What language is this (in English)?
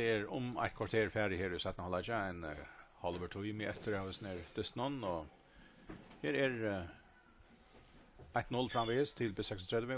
Faroese